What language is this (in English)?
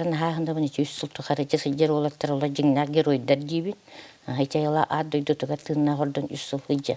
Yakut